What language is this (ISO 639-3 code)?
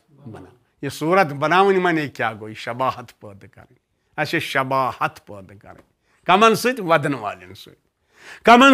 kas